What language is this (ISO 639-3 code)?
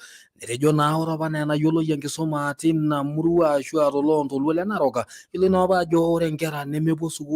mas